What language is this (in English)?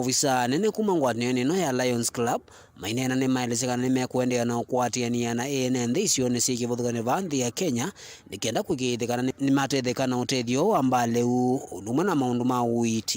Kamba